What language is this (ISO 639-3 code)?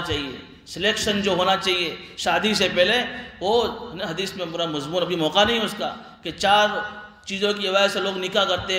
urd